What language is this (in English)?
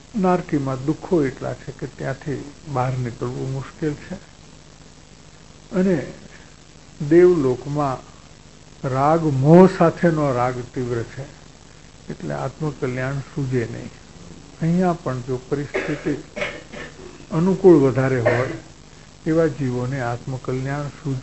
Gujarati